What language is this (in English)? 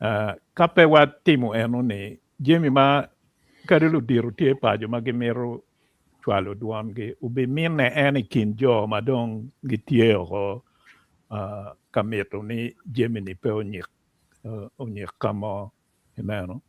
Acoli